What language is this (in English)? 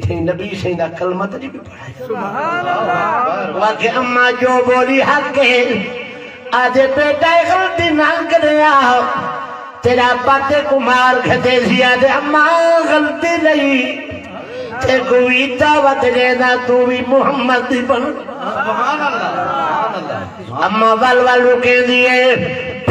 Saraiki